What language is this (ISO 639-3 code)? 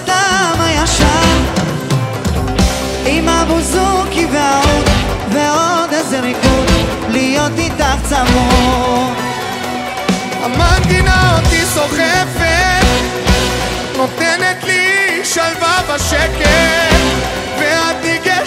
heb